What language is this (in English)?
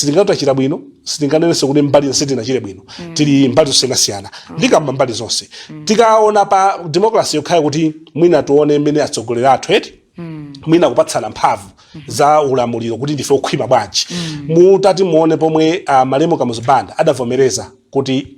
Nyanja